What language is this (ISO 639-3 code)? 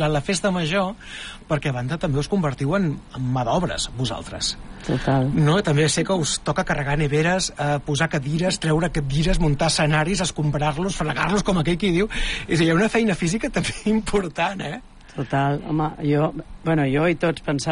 cat